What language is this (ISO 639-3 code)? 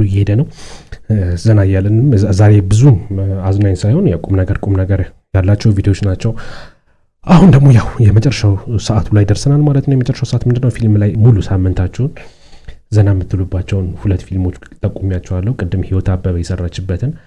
amh